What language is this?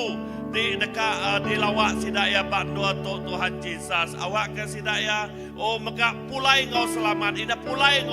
Iban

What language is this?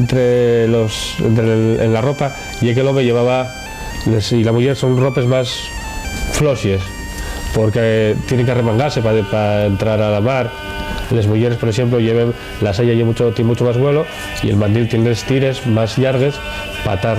Asturian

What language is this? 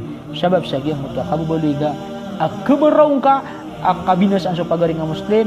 Maranao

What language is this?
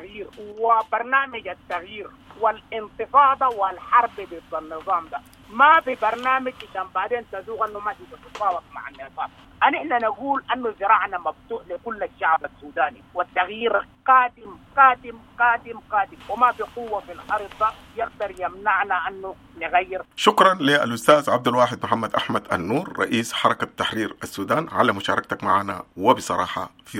Sudanese Arabic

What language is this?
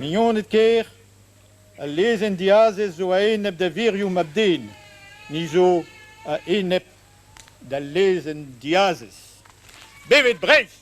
Breton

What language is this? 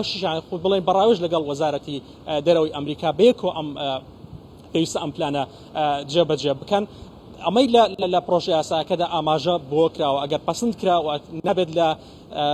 Central Kurdish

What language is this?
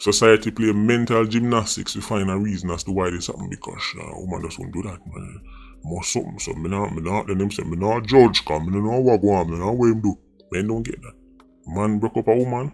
Jamaican Creole English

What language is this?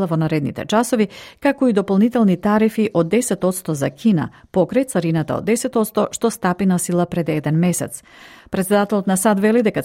Macedonian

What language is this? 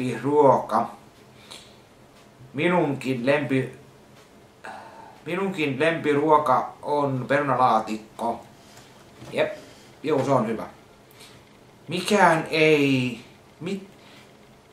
Finnish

